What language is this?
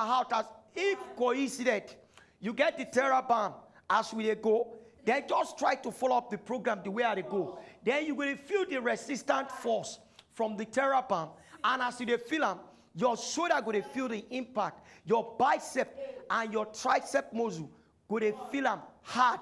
Nigerian Pidgin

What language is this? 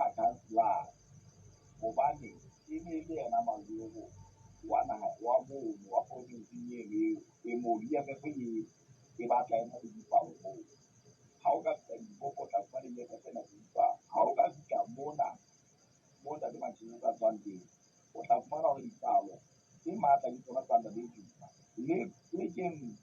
Southern Sotho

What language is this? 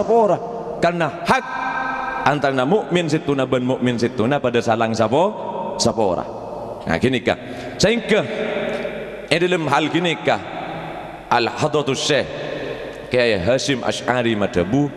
Madurese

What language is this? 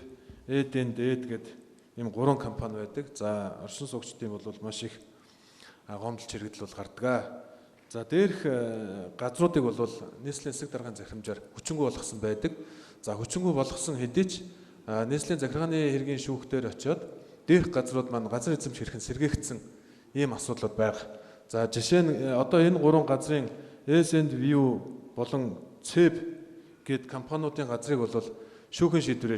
Mongolian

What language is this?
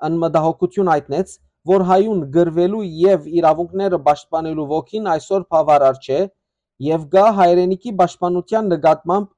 Western Armenian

